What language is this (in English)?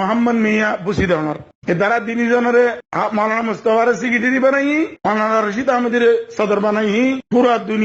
Rohingya